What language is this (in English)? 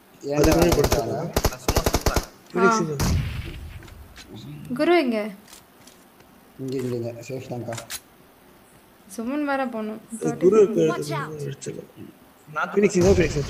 Tamil